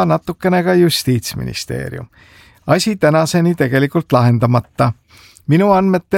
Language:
Estonian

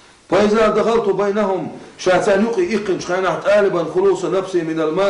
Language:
Chechen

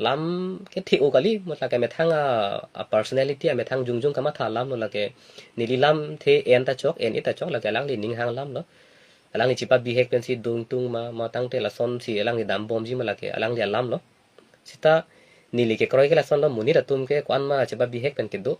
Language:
Karbi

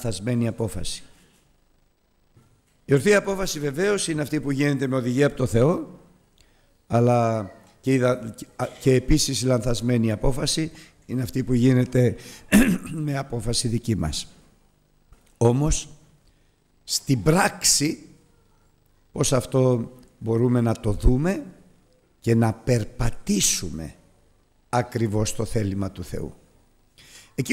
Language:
Greek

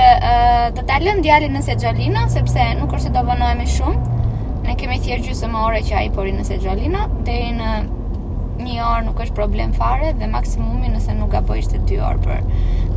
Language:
Albanian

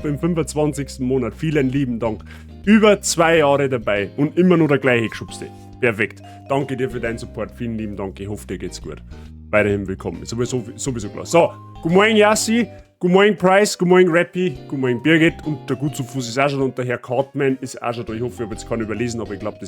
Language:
Bavarian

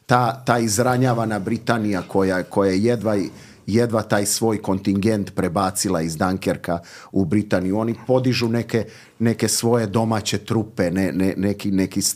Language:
Serbian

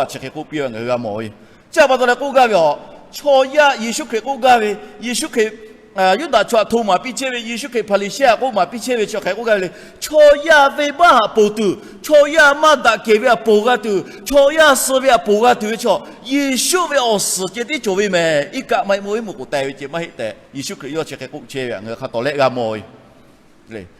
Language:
Lahu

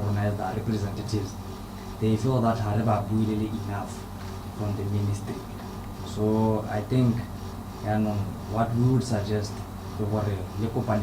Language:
Tswana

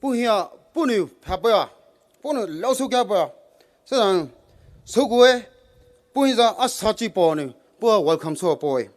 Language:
Poumei Naga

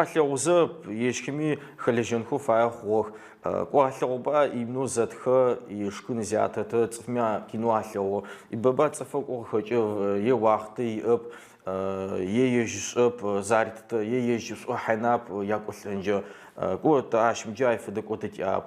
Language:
Adyghe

